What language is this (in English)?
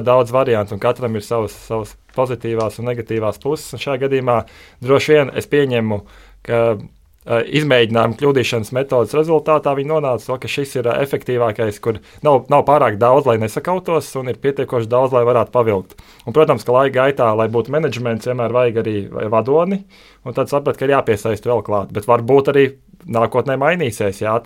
Latvian